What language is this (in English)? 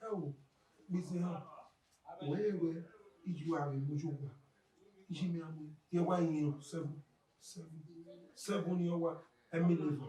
Bini